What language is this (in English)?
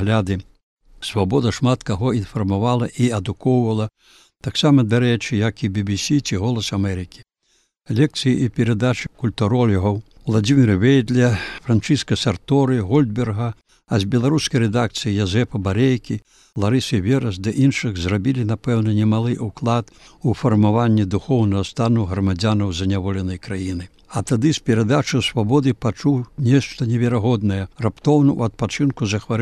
Belarusian